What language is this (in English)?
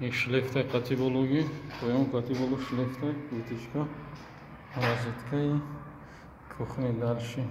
Tajik